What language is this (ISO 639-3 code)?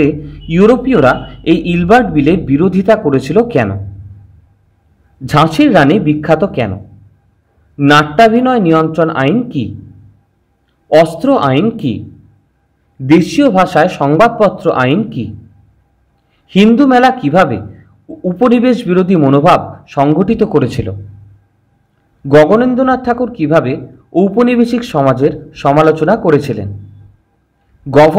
ben